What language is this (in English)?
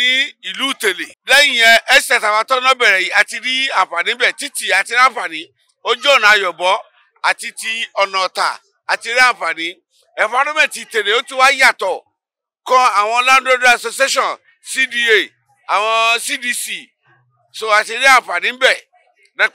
Yoruba